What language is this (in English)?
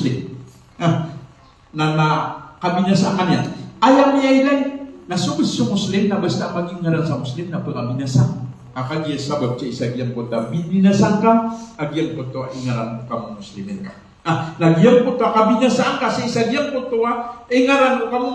Maranao